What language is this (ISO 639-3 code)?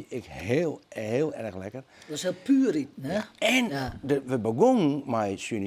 fry